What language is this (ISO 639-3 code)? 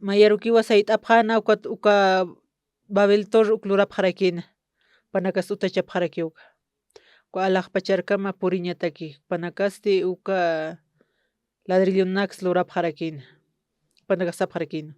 aym